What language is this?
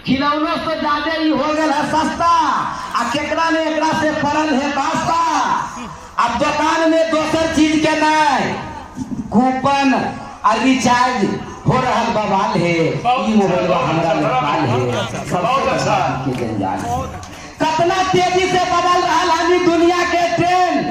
Magahi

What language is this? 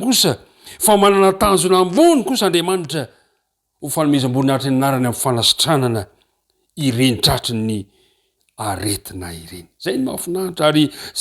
Malagasy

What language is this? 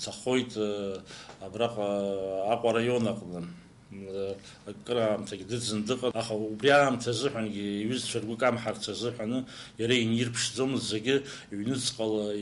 Abkhazian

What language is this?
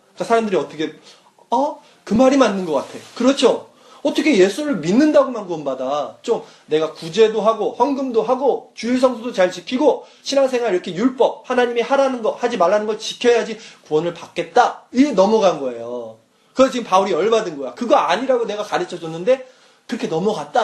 Korean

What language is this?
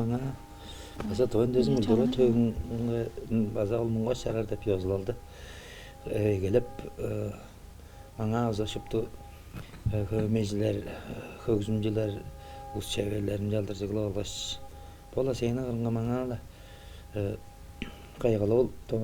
Tuvinian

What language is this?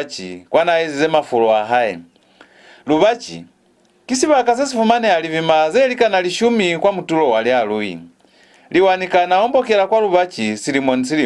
Lozi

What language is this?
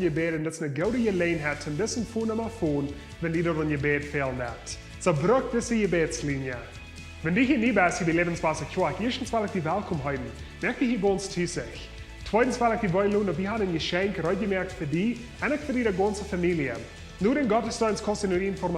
Plautdietsch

